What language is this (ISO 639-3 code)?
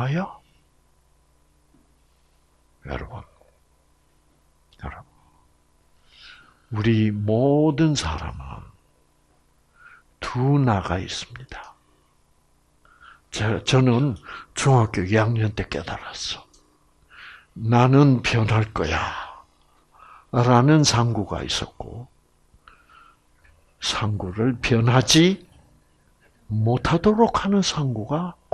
kor